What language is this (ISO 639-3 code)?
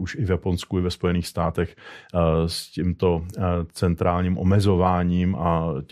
ces